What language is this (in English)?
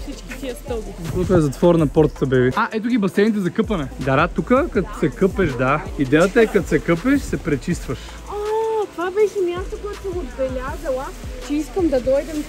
Bulgarian